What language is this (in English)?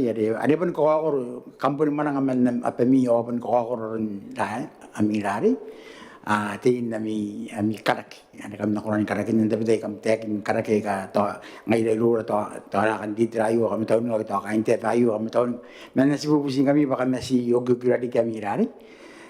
Gilbertese